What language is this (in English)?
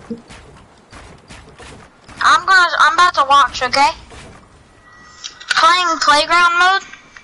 English